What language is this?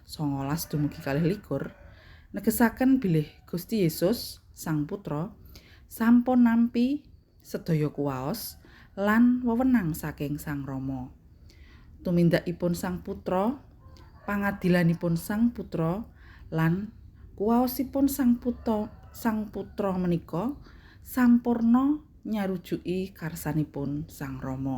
Javanese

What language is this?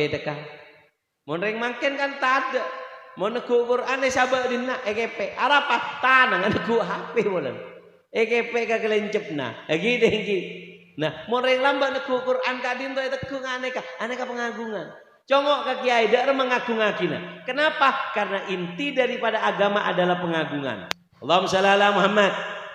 Madurese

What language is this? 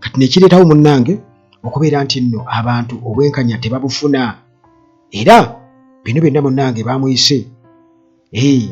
Ganda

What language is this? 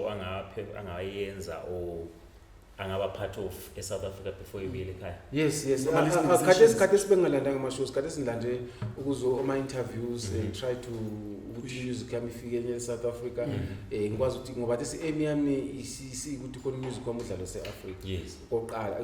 Zulu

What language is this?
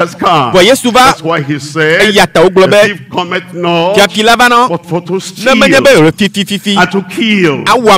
Ewe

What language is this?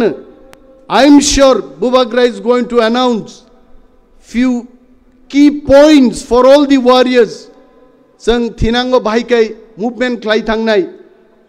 Kok Borok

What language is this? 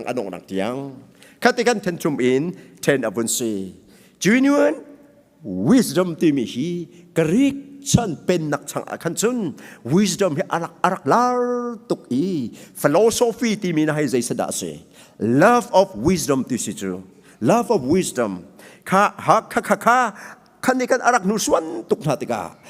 Hakha Chin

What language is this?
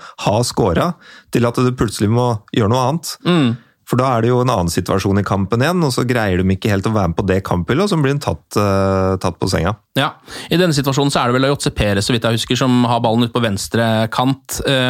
Norwegian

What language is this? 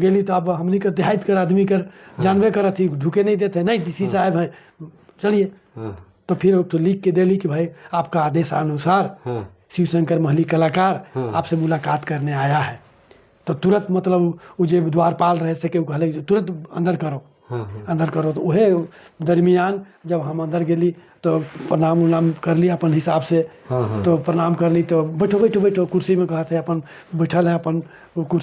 Sadri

